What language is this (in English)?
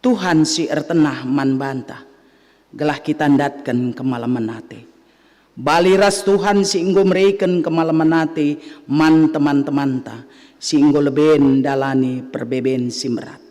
Batak Karo